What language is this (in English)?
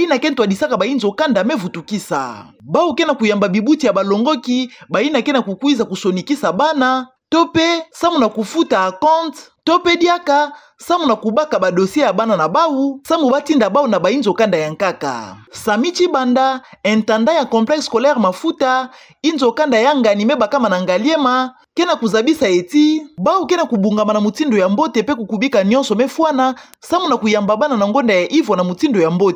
Kituba (Democratic Republic of Congo)